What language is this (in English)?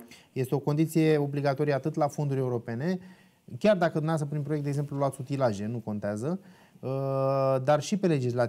Romanian